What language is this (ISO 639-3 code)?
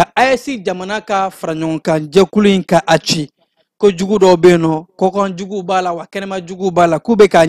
bam